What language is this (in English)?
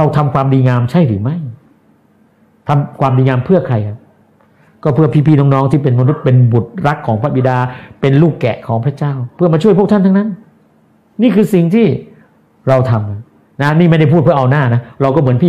Thai